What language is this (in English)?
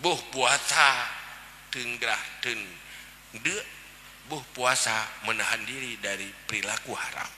Achinese